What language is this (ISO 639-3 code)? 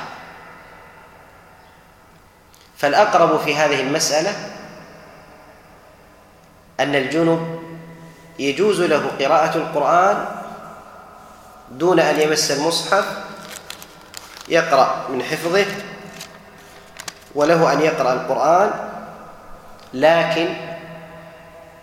ara